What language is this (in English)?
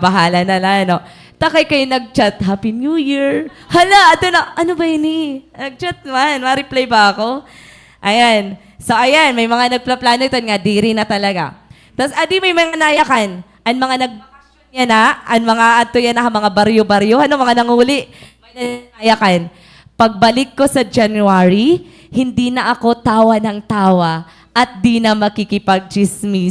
Waray